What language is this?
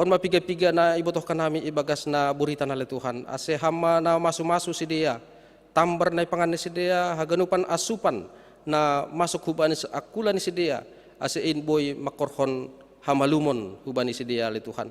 Batak Simalungun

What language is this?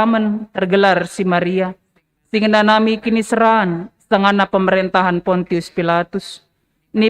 Batak Karo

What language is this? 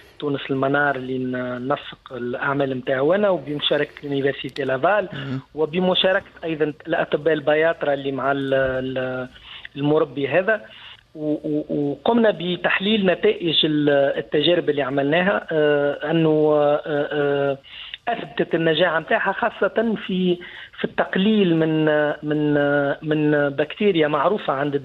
Tunisian Arabic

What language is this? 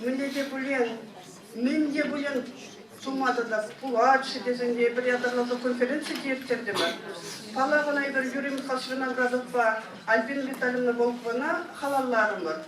Chuvash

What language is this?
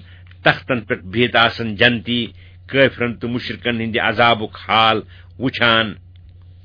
Kashmiri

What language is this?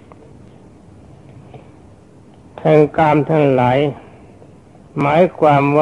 Thai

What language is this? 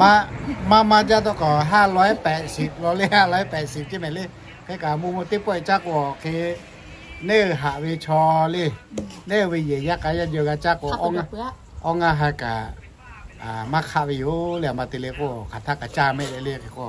Lahu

